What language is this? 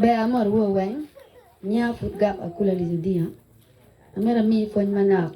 Acoli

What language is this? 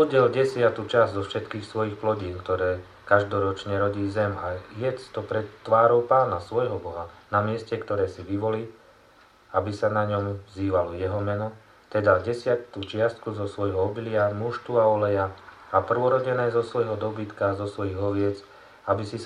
Slovak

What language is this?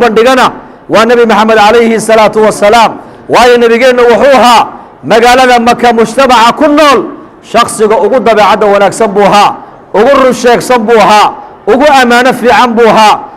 Somali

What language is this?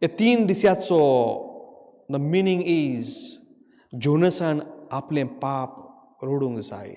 Konkani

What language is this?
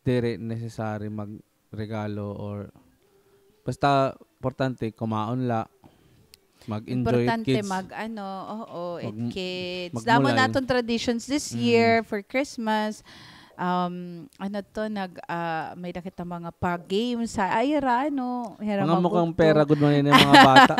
Waray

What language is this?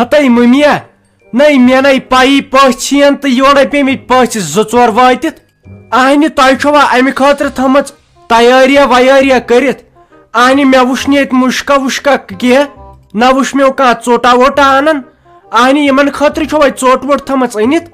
Kashmiri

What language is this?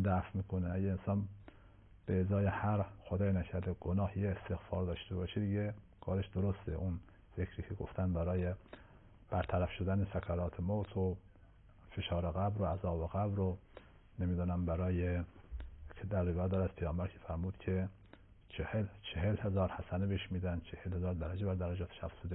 Persian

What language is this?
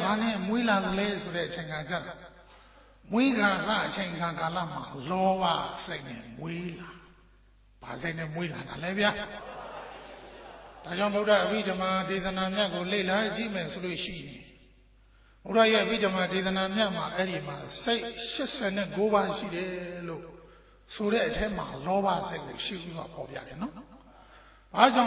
Burmese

